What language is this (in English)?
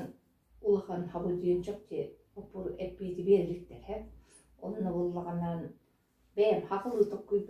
Yakut